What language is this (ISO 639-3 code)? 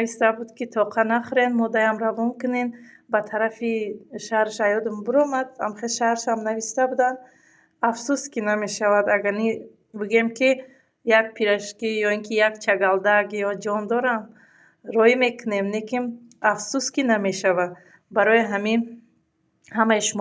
tgk